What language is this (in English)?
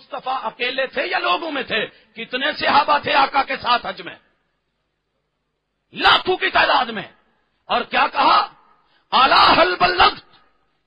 Urdu